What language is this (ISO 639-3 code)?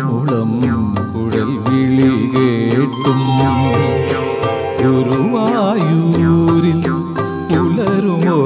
mal